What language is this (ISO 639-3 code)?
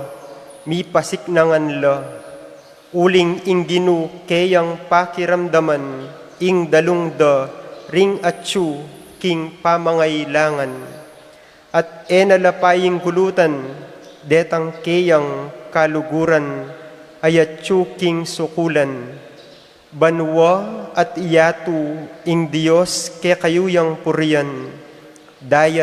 pam